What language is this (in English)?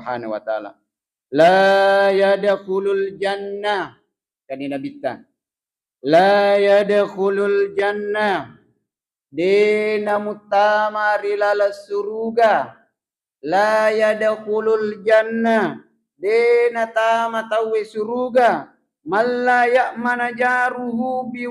Buginese